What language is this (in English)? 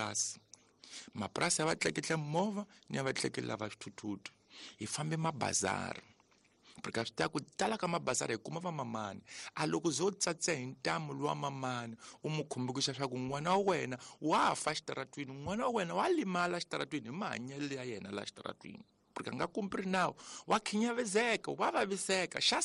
Tsonga